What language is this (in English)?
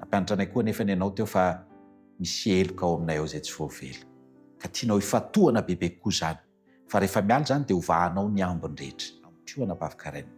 Malagasy